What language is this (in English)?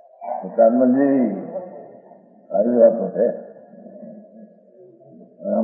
Gujarati